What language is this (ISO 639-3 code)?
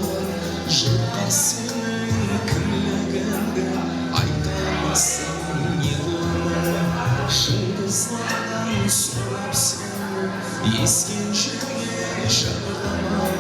kaa